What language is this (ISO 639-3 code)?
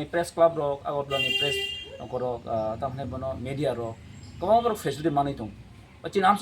trp